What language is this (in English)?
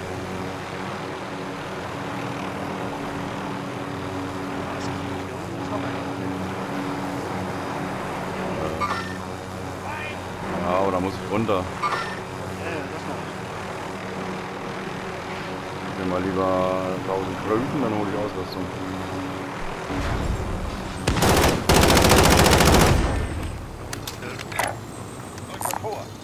German